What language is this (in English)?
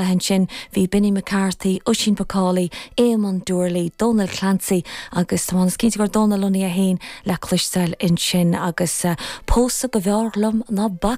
Irish